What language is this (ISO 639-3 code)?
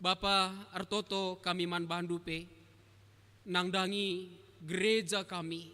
btx